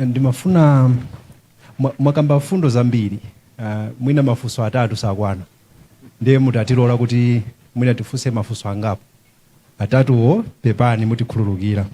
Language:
Nyanja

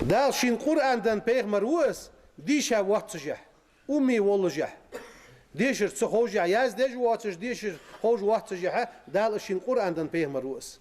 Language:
Ingush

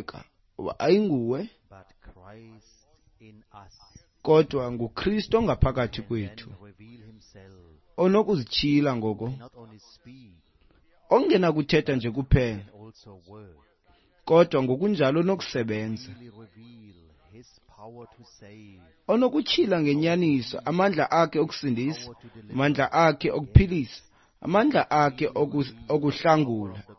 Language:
Xhosa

